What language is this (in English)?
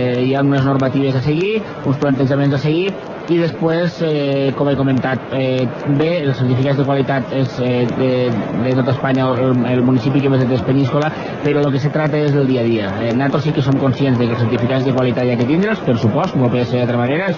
Catalan